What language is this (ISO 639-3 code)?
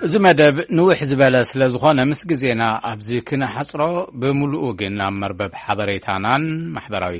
tir